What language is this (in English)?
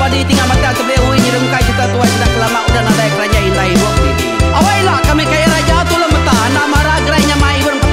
Iban